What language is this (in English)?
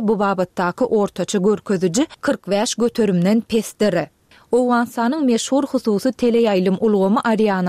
Turkmen